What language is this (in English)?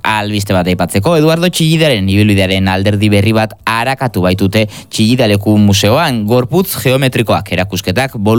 Basque